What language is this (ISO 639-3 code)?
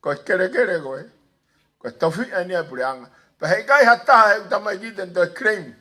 ton